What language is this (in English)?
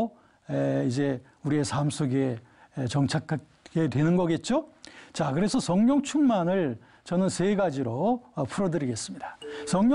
Korean